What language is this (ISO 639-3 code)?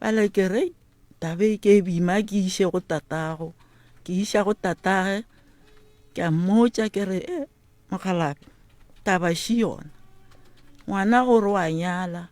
nso